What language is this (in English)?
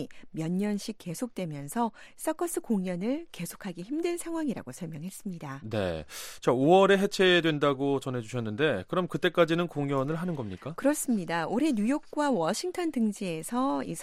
Korean